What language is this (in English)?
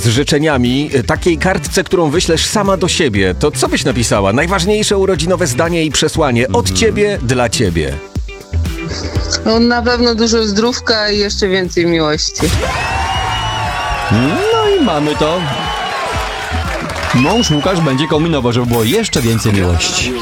Polish